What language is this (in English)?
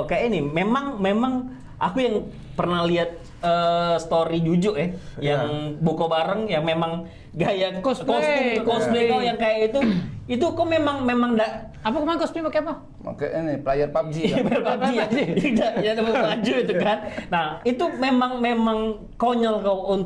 Musi